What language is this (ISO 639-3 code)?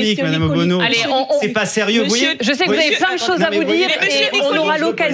fra